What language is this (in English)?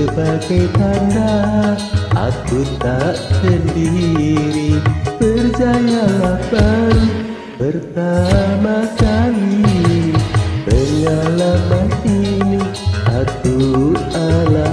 Malay